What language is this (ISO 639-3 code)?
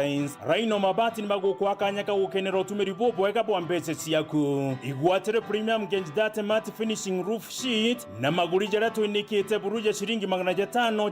mer